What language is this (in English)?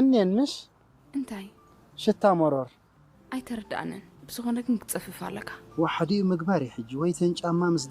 Tigrinya